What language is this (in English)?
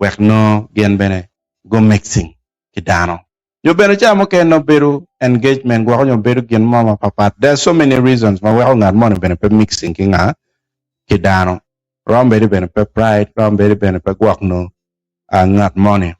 Acoli